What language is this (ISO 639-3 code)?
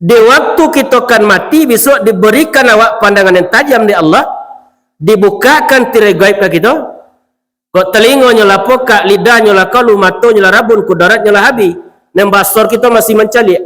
min